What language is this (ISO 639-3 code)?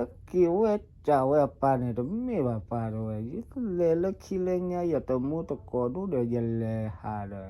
ksw